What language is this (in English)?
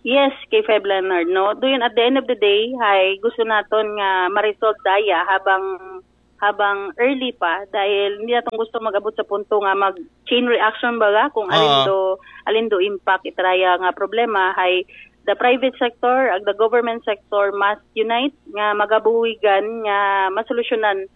Aklanon